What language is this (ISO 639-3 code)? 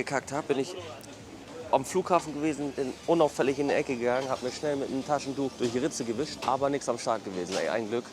gsw